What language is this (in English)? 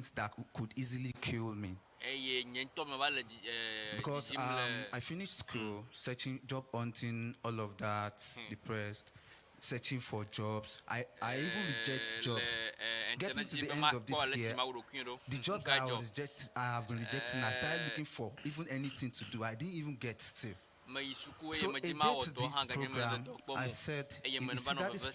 Ewe